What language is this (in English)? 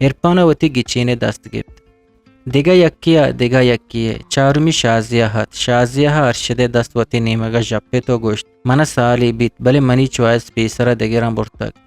Eastern Balochi